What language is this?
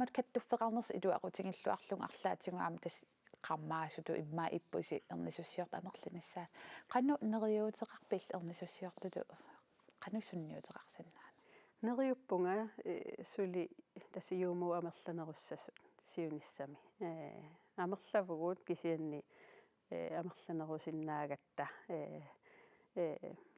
Kalaallisut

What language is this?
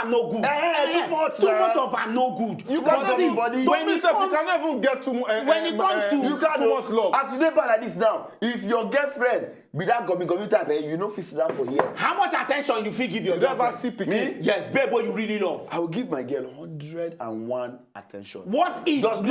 Nigerian Pidgin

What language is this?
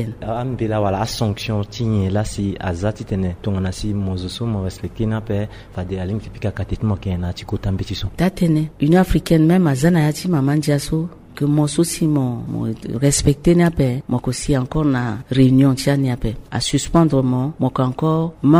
Sango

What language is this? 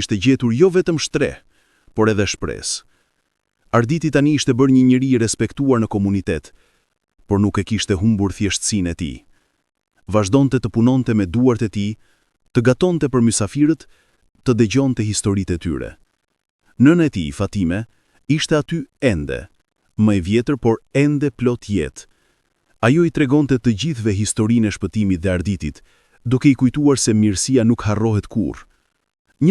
Albanian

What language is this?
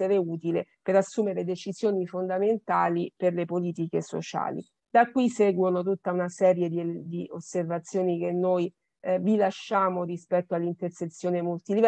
Italian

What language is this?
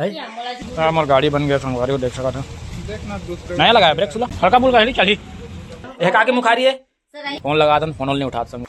Chhattisgarhi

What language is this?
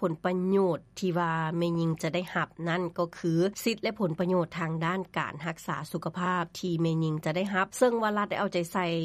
Lao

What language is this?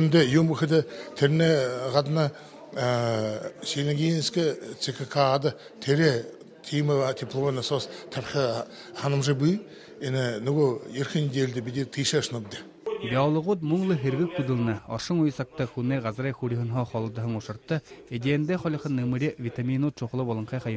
Buriat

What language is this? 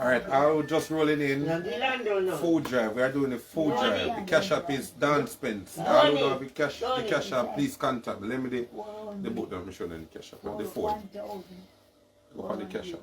Jamaican Creole English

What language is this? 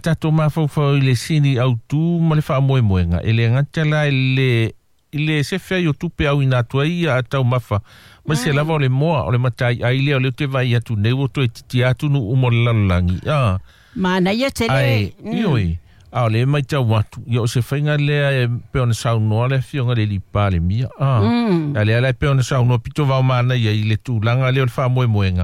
Samoan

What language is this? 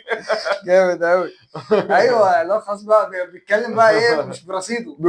Egyptian Arabic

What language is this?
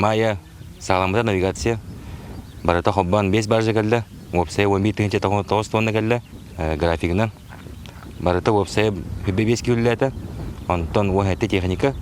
Yakut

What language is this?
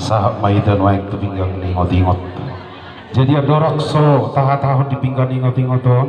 Batak Toba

